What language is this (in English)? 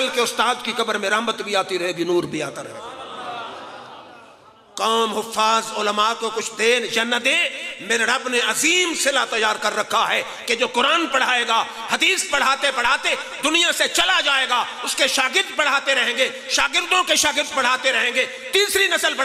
Urdu